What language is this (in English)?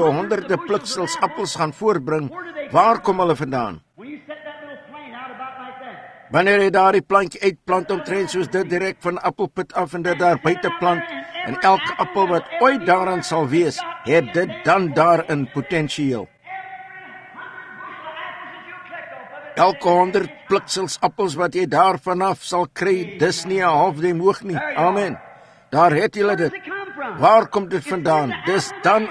Afrikaans